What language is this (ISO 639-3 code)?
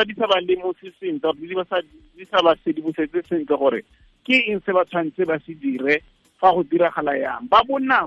tsn